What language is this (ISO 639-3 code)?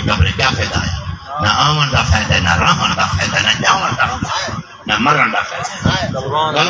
skr